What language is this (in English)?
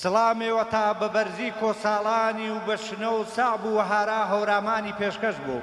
Gurani